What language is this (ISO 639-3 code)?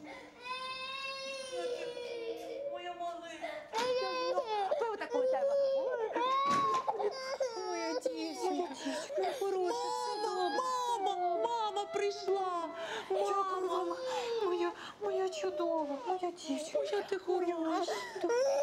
ukr